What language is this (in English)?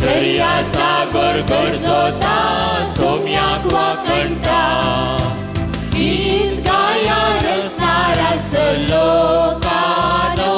Konkani